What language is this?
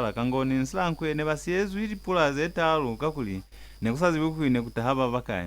Lozi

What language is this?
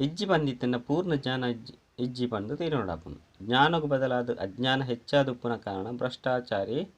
Tulu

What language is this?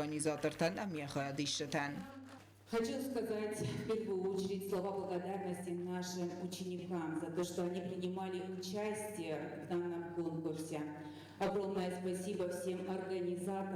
Ossetic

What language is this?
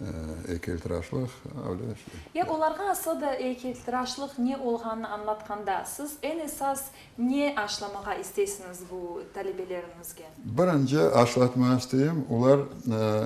Crimean Tatar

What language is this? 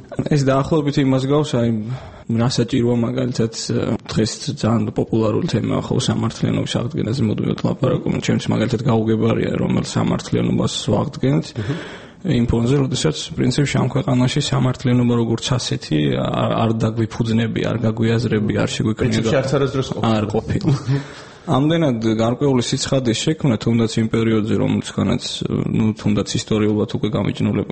Georgian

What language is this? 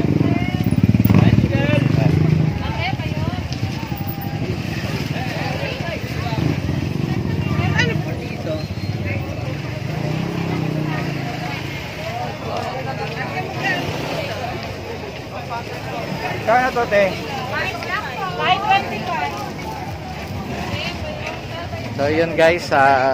Filipino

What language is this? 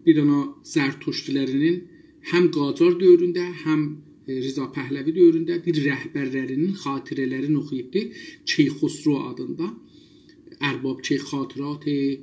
South Azerbaijani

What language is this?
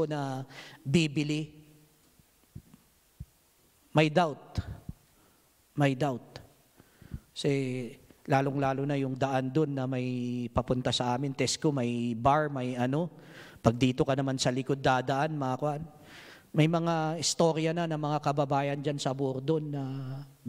Filipino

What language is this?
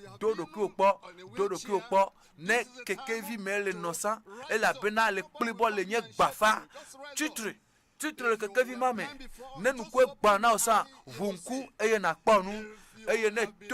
Ewe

